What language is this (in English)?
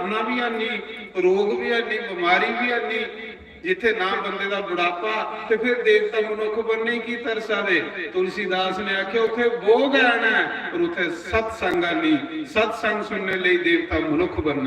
Dogri